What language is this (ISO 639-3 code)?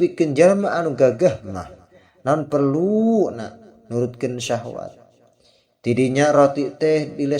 sun